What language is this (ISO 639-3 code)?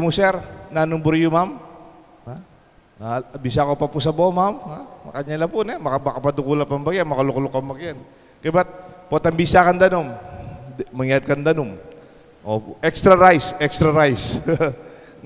pam